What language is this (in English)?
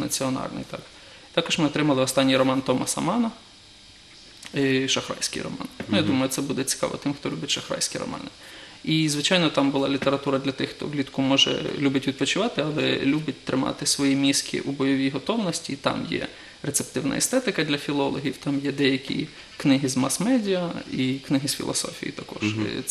Ukrainian